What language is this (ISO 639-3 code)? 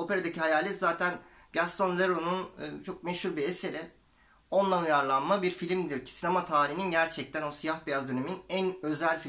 tur